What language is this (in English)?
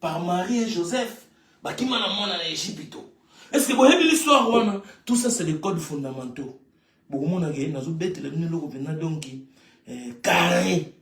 Lingala